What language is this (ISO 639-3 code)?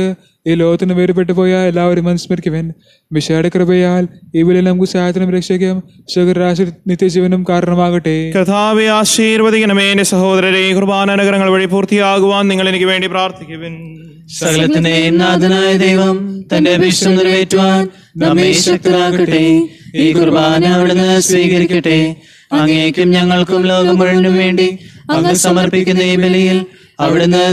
mal